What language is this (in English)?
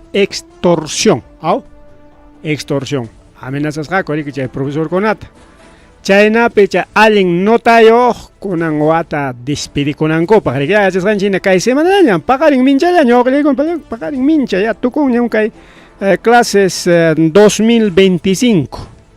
Ayacucho Quechua